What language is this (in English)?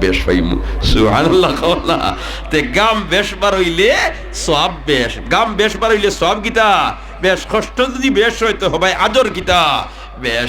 Sylheti